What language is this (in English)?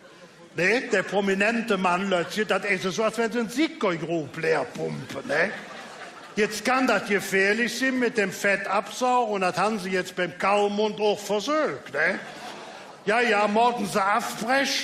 Colognian